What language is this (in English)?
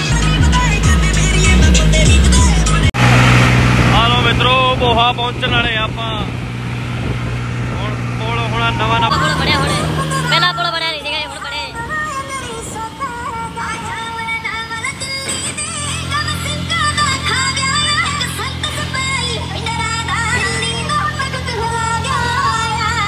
Punjabi